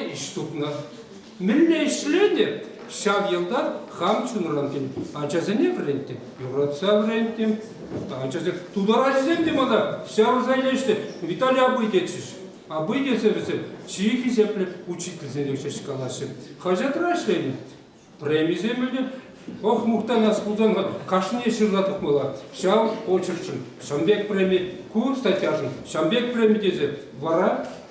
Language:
Chuvash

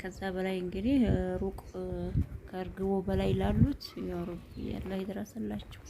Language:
Amharic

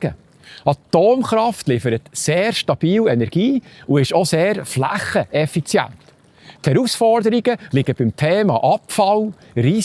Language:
Swiss German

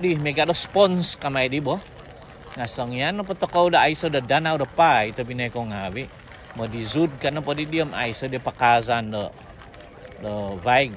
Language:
Central Dusun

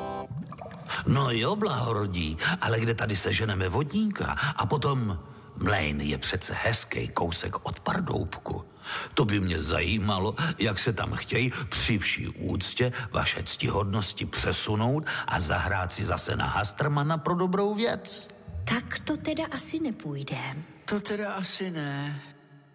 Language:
Czech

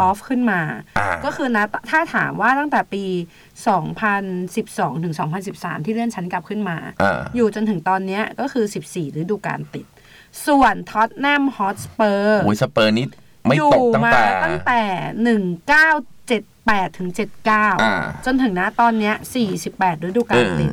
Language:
Thai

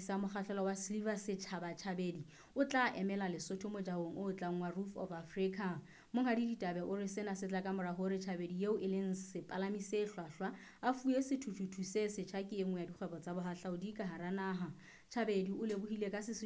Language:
Southern Sotho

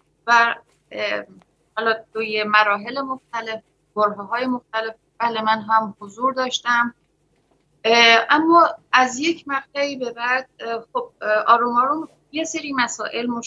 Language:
Persian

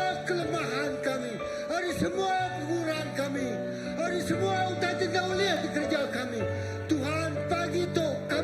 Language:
Iban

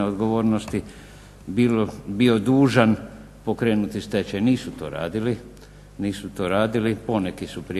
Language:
Croatian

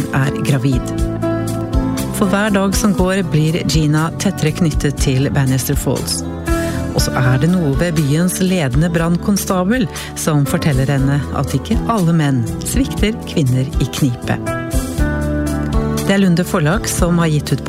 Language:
Norwegian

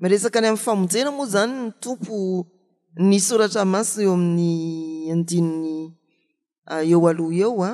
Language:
Malagasy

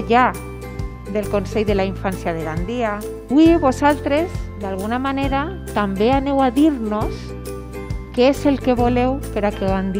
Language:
Catalan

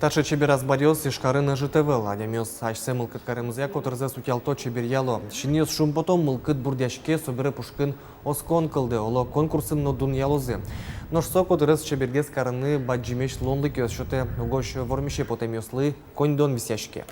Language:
Udmurt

